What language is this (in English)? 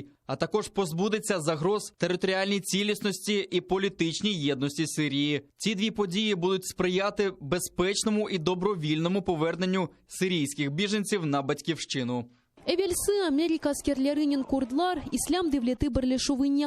Crimean Tatar